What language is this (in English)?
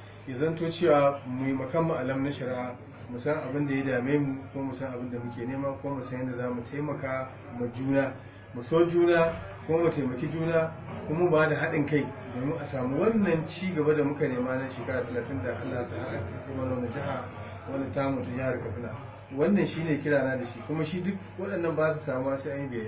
Hausa